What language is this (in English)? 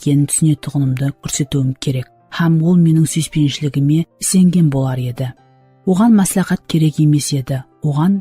Kara-Kalpak